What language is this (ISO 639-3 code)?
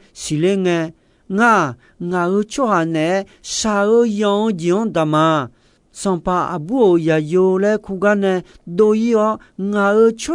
ahk